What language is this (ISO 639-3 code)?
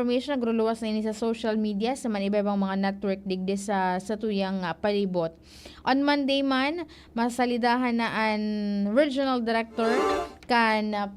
bik